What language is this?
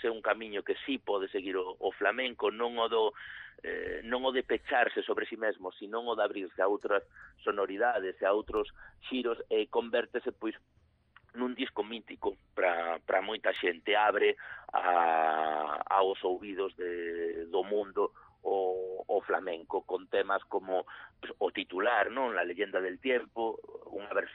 Galician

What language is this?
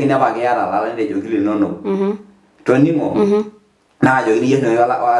Masai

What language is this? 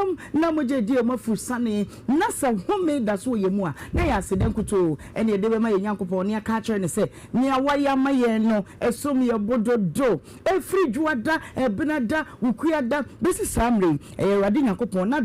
Akan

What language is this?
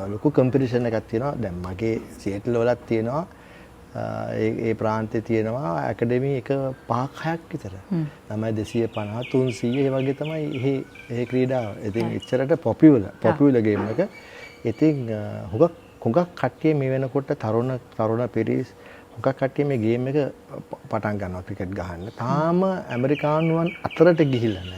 Sinhala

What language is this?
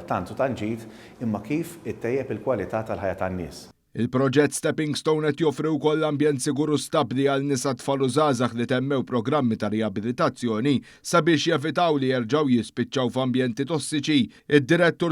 Maltese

